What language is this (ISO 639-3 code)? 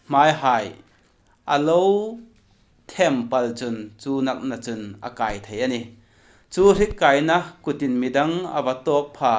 hmr